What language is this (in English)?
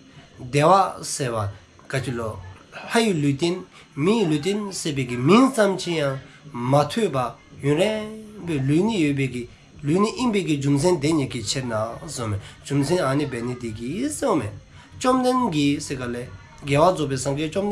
Dzongkha